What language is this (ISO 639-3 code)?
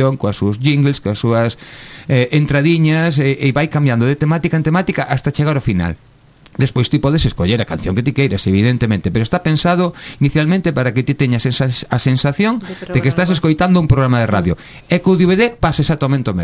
glg